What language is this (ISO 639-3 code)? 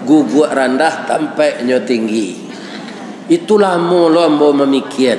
min